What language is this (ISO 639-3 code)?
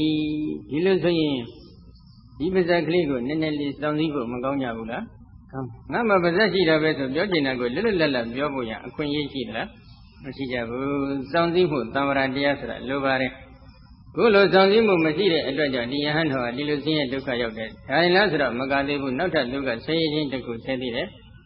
mya